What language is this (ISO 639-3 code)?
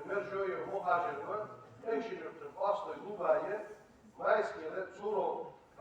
inh